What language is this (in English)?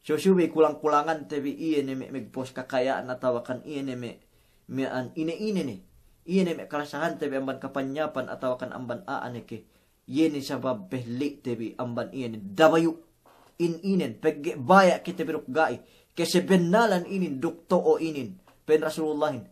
Yakan